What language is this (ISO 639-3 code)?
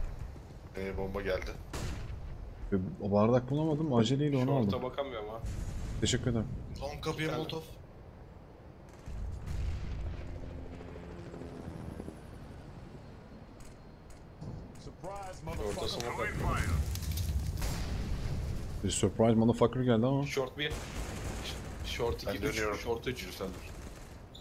tur